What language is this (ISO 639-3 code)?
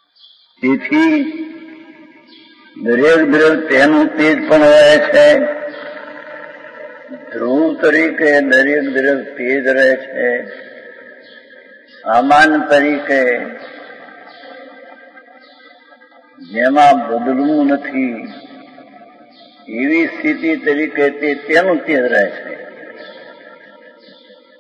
guj